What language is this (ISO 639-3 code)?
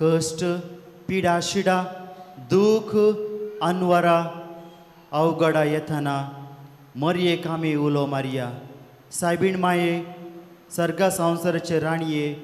kok